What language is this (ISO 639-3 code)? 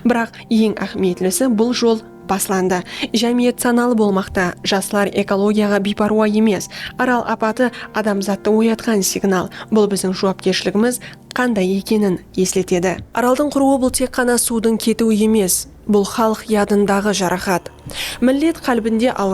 kaa